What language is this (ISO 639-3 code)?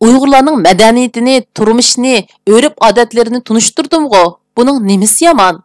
uig